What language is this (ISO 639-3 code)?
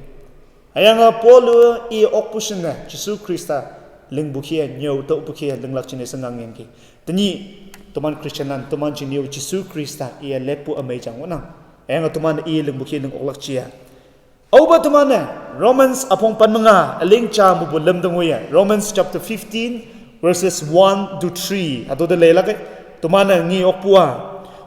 nbe